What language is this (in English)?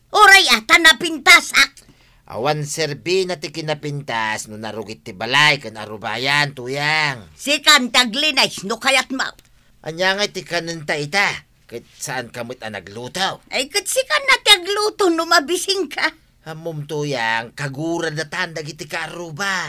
Iloko